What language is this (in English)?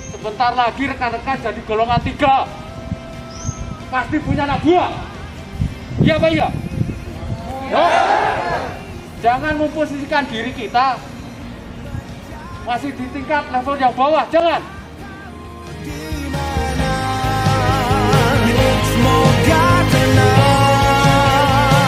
Indonesian